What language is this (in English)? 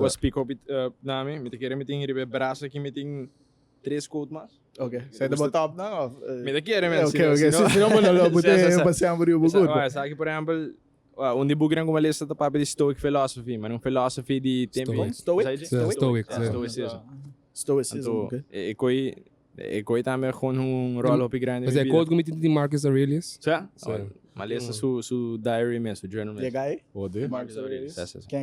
Papiamento